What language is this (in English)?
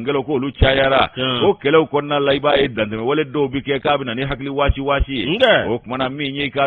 Bambara